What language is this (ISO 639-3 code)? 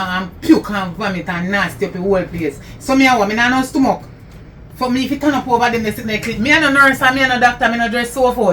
jam